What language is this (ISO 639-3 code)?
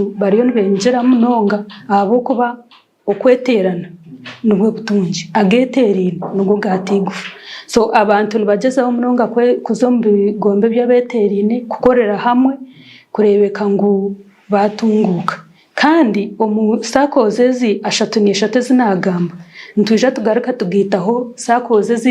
nyn